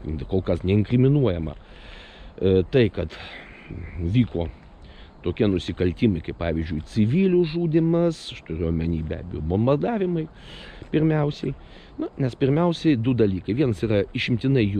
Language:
Lithuanian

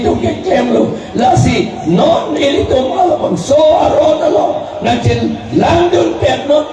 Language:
Karbi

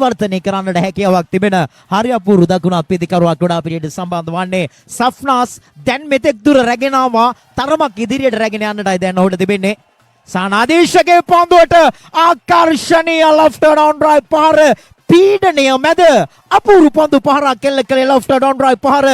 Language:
Sinhala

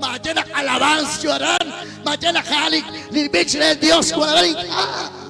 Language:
Kekchí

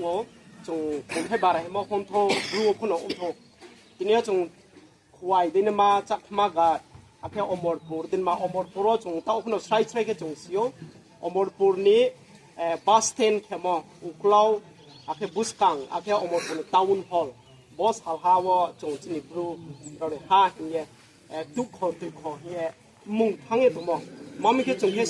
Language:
Riang (India)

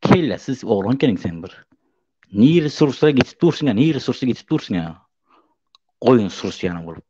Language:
Turkmen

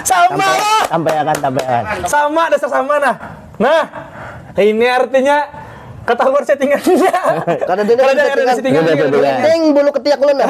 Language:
Banjar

